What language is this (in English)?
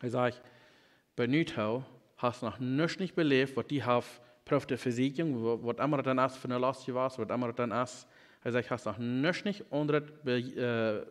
Plautdietsch